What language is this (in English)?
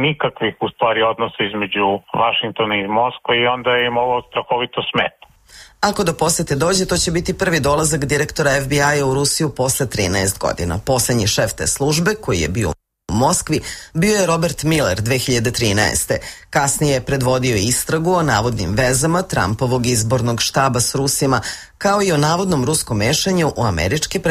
Serbian